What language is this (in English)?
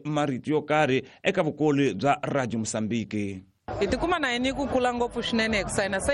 Tsonga